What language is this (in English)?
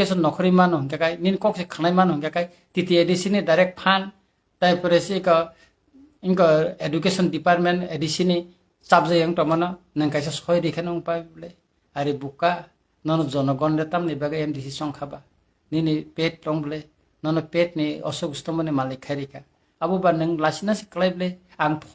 Kok Borok